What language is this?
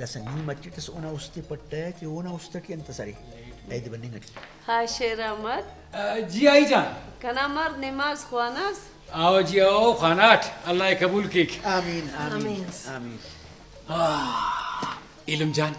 Brahui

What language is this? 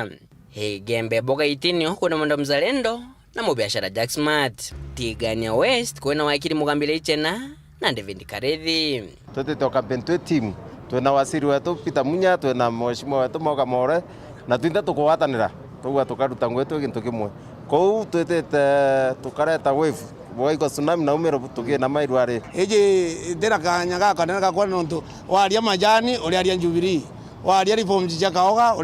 Meru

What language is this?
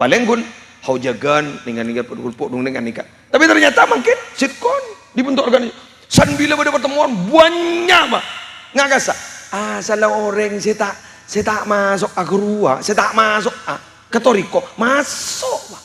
Madurese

